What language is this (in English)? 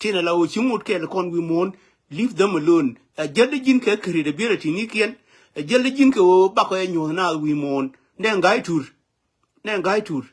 Nuer